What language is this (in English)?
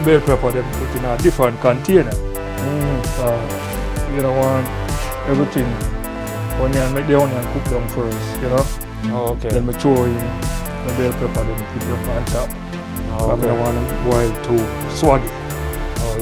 Jamaican Creole English